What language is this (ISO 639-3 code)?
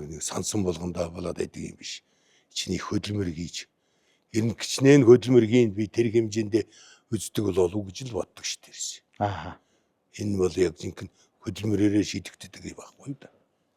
mon